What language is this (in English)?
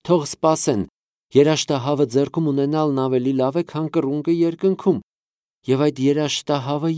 Armenian